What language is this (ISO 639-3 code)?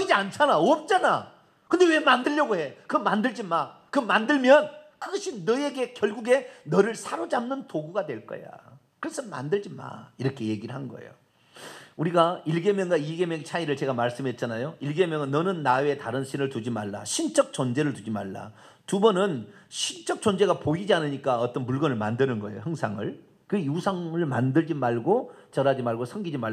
kor